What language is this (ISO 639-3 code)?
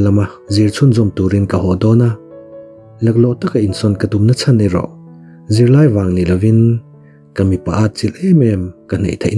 lus